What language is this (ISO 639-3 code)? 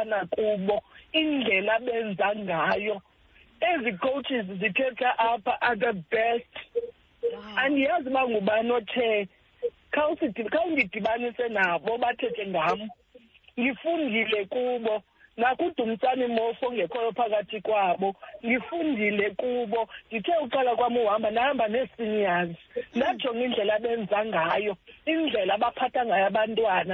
xho